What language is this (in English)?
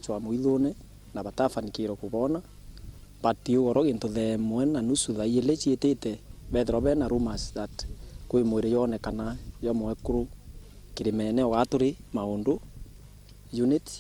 Meru